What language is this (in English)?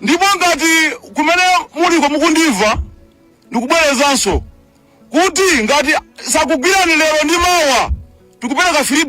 Nyanja